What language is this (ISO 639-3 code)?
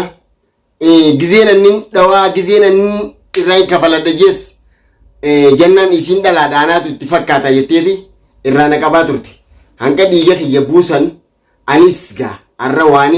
orm